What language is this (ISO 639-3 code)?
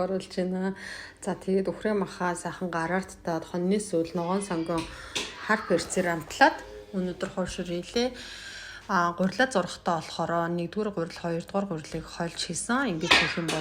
mon